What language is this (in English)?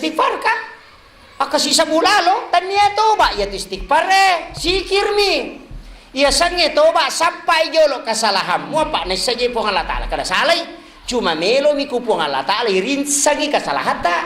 Buginese